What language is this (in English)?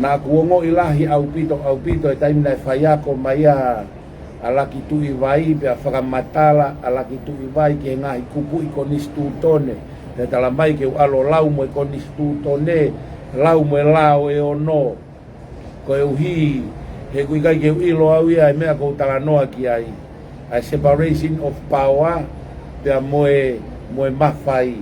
Tongan